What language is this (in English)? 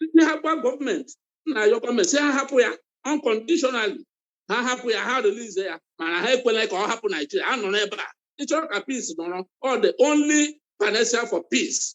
Igbo